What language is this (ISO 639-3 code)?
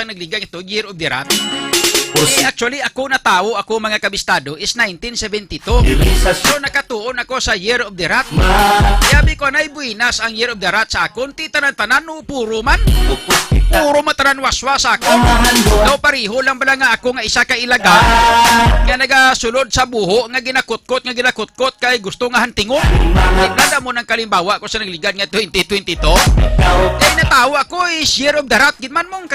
hil